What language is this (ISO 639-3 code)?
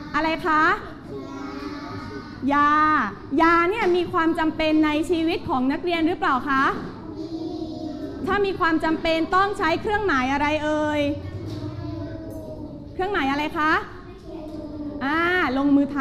tha